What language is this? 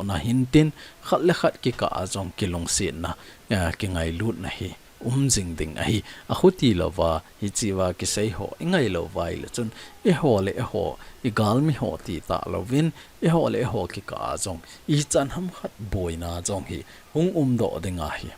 Thado Chin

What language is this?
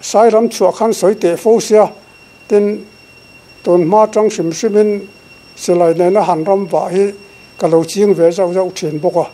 Mizo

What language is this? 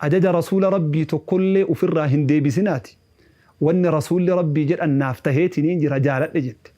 Oromo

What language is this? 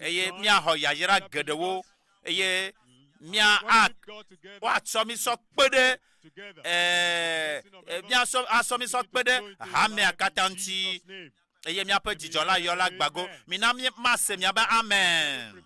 Ewe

